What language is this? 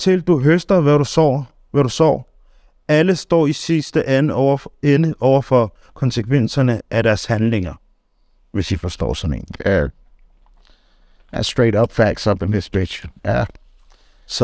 Danish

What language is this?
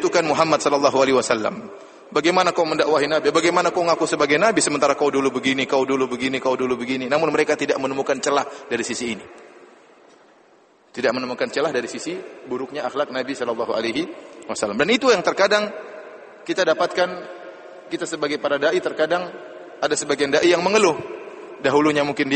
Indonesian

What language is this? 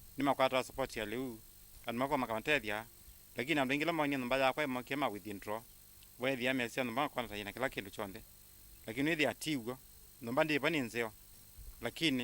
Kamba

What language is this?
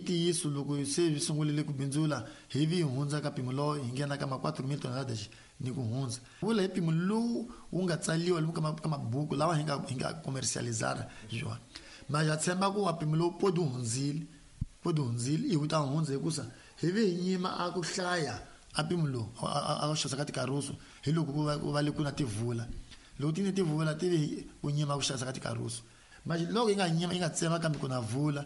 Tsonga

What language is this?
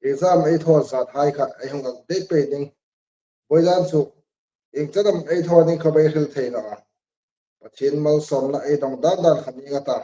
Hmar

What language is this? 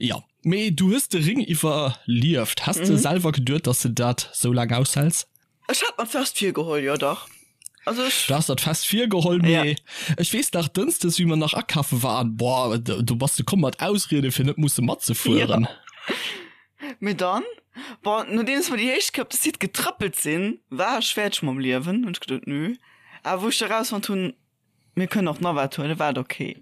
Luxembourgish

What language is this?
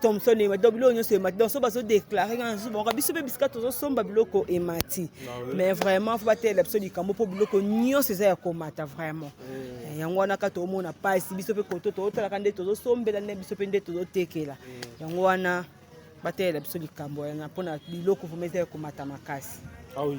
Lingala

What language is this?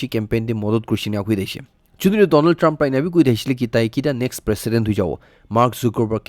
Naga Pidgin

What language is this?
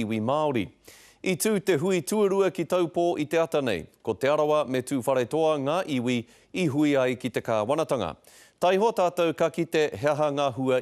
Māori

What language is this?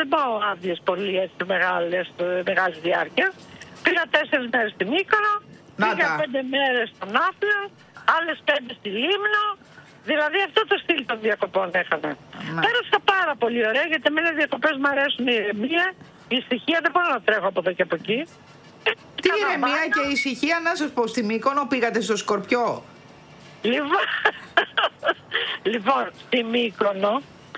Greek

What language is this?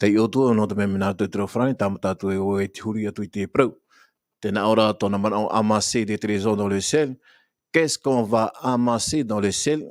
Tahitian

